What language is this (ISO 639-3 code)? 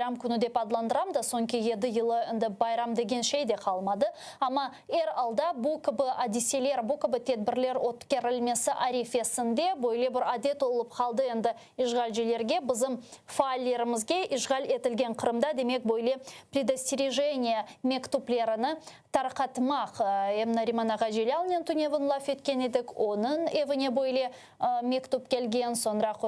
crh